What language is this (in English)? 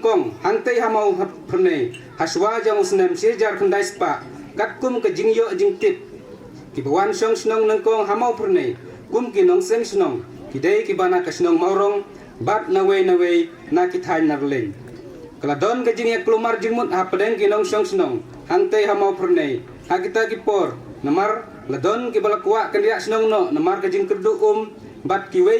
Khasi